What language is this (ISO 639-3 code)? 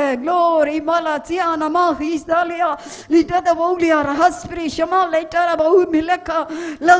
tam